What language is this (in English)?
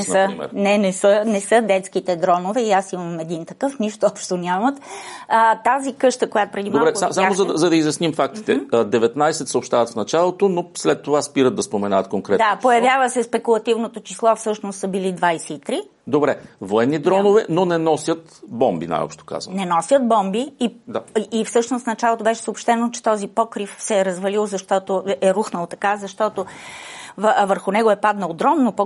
Bulgarian